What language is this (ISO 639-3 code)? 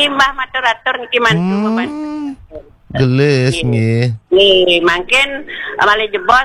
ban